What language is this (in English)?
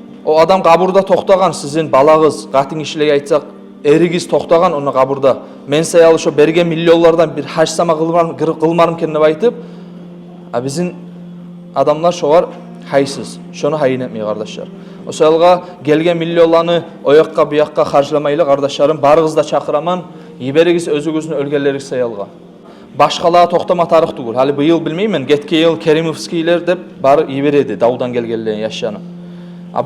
Kumyk